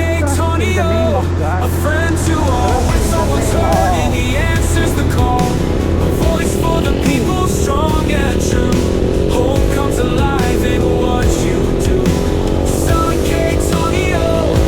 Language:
Waray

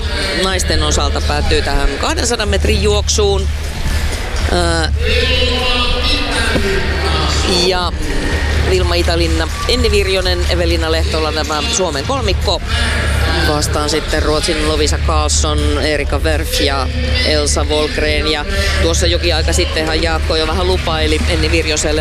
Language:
Finnish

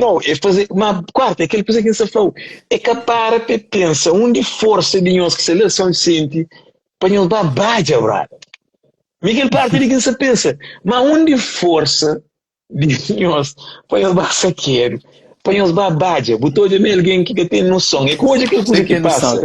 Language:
Kabuverdianu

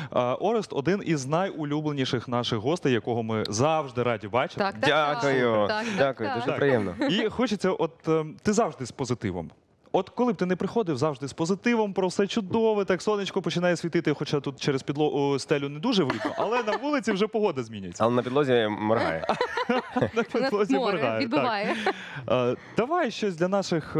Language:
Ukrainian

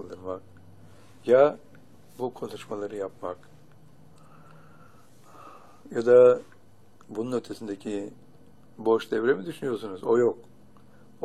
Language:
Turkish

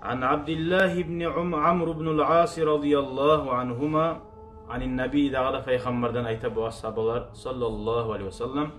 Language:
Kumyk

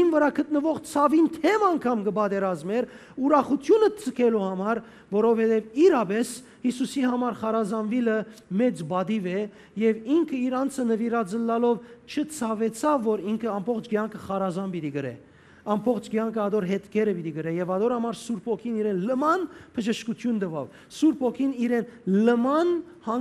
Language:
Western Armenian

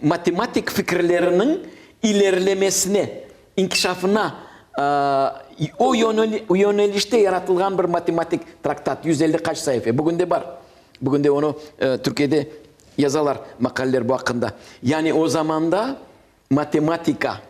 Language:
Crimean Tatar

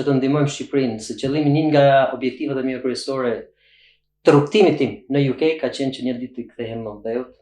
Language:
Albanian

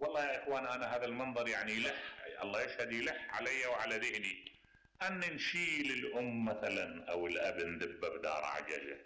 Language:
Mesopotamian Arabic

